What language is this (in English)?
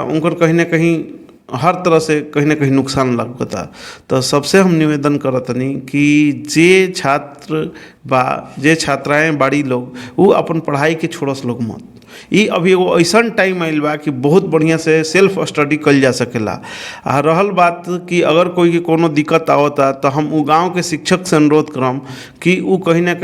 Bhojpuri